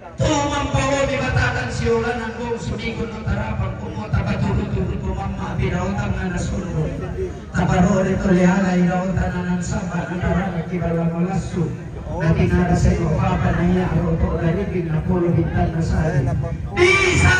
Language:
Toraja-Sa'dan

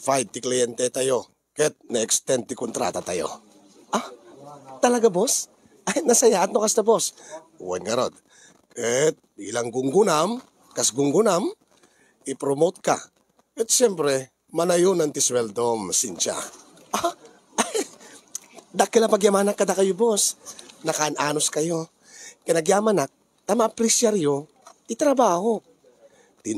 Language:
Iloko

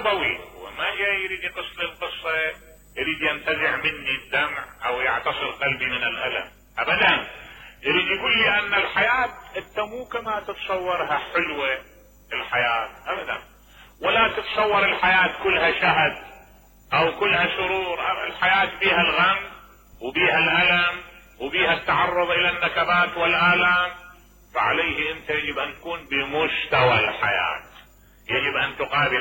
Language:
Mesopotamian Arabic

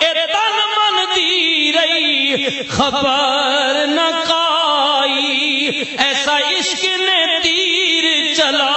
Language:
Western Panjabi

